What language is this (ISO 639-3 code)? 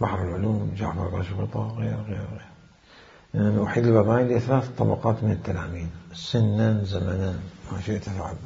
acm